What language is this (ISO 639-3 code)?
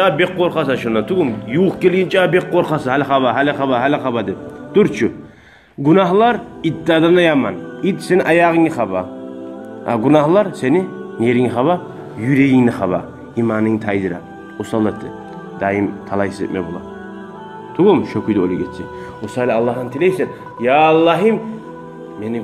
kum